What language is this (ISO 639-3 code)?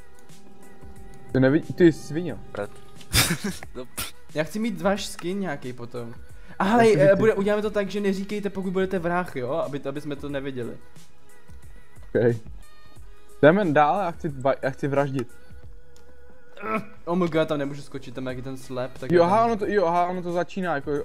ces